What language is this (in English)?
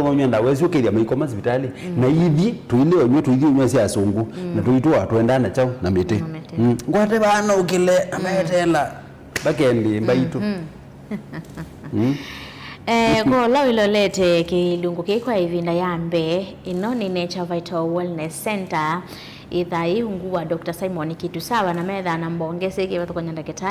Kamba